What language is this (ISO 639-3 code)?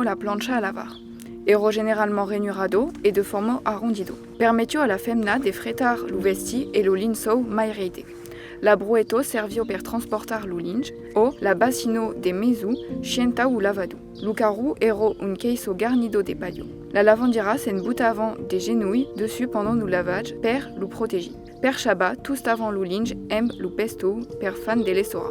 oci